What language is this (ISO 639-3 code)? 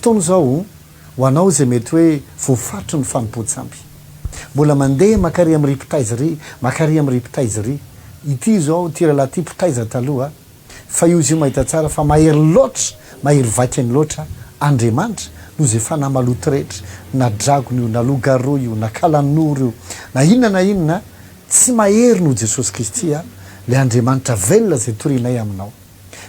mlg